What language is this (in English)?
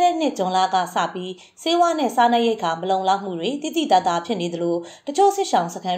Burmese